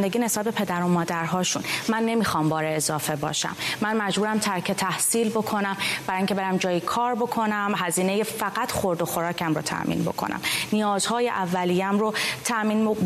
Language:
Persian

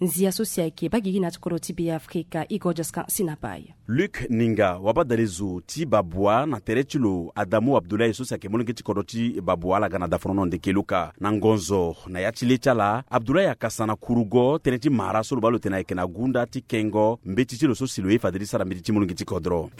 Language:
Sango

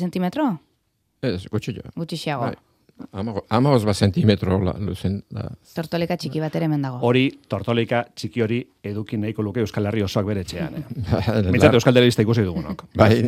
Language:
Basque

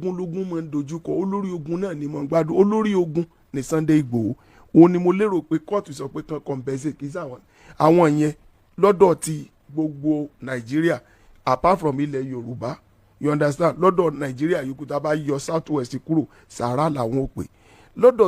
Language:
Yoruba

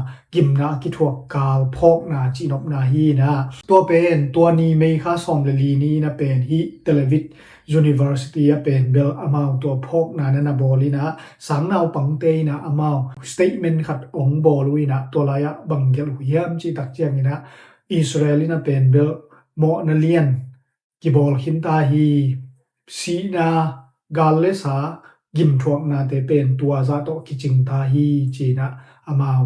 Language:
Tedim Chin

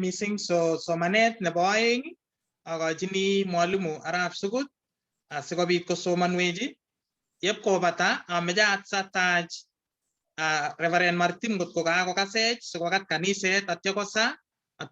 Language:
Kalenjin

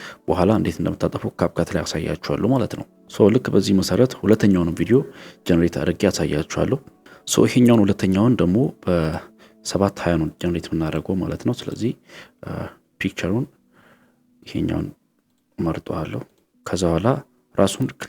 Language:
Amharic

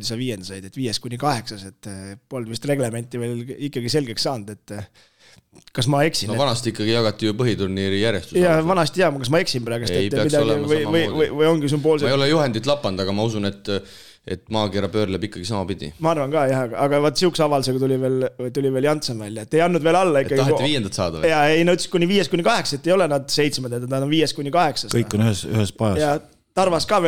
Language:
Estonian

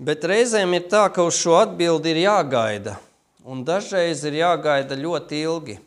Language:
Latvian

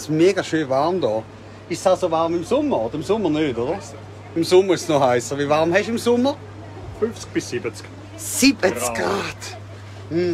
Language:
Swiss German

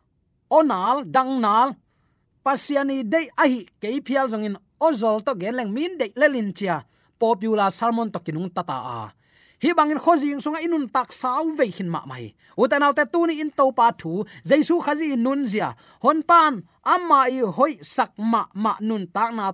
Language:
Tedim Chin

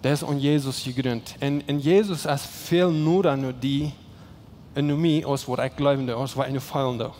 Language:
Plautdietsch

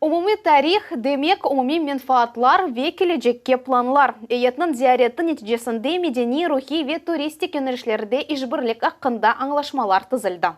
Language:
Crimean Tatar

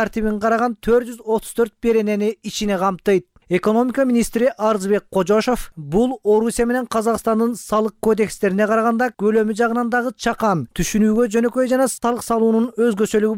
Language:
Kyrgyz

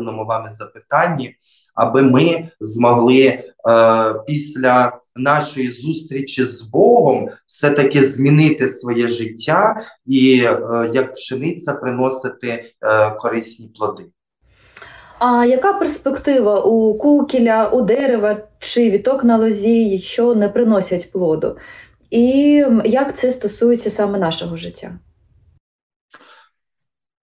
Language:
Ukrainian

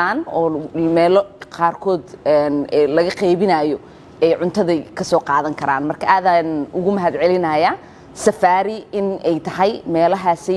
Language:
Somali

